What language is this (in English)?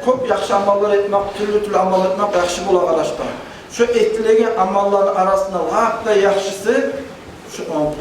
Kumyk